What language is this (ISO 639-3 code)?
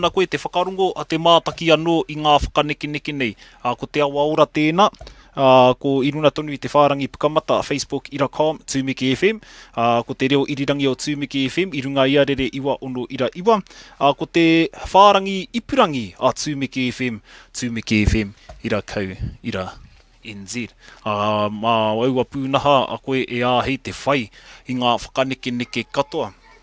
mri